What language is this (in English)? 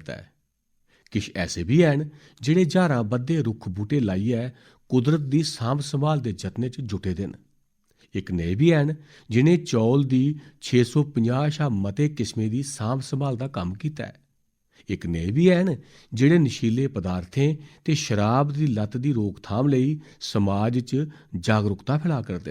Dogri